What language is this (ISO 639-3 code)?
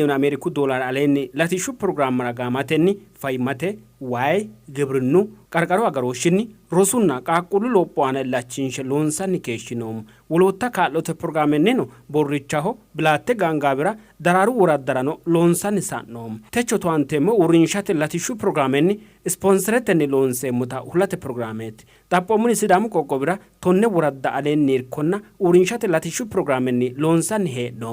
sid